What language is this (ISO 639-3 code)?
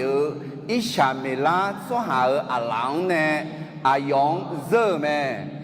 ahk